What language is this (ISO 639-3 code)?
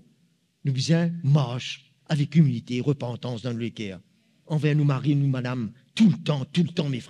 mfe